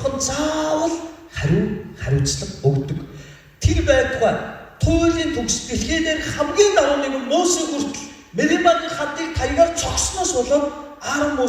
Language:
Mongolian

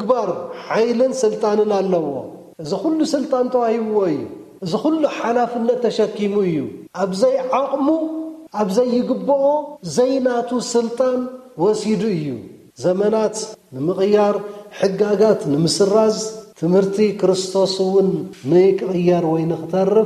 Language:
Tigrinya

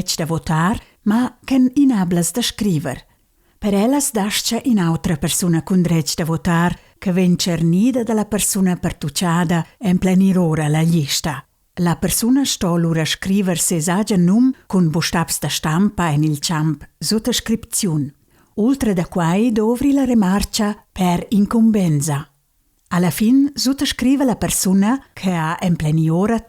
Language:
Romansh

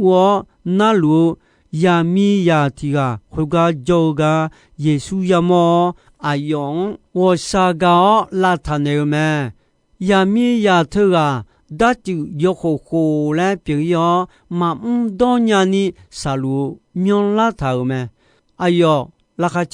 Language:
Akha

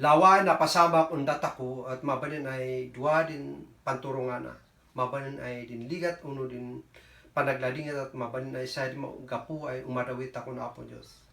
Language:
Kankanaey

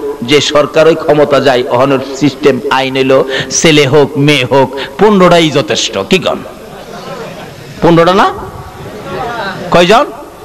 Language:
Bangla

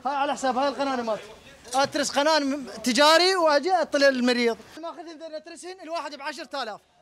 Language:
Mesopotamian Arabic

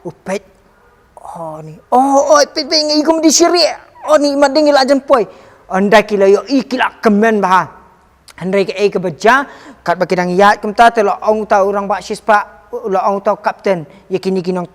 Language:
Khasi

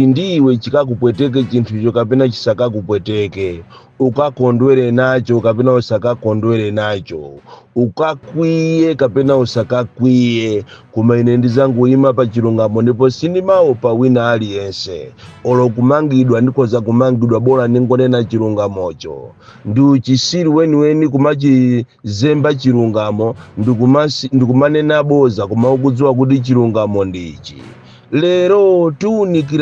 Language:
Nyanja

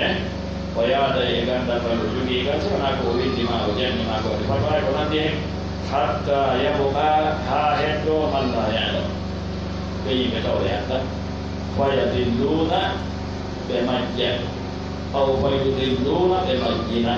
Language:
Pular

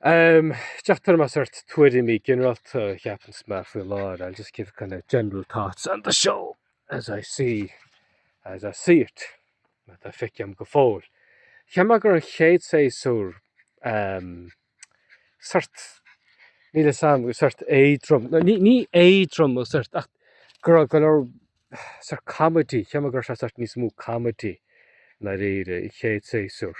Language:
Irish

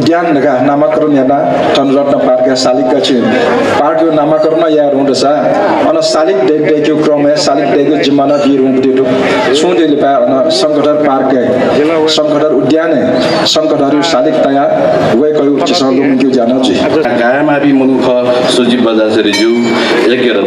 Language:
Newari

